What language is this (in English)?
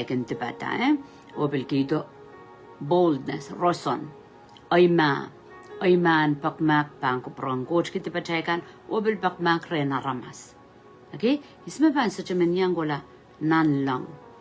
Pohnpeian